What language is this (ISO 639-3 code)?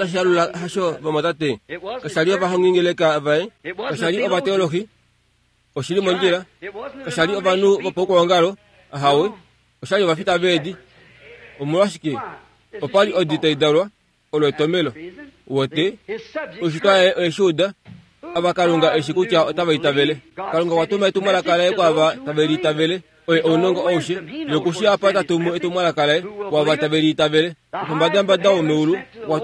kua